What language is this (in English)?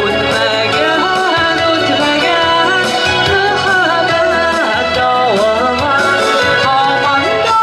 Bashkir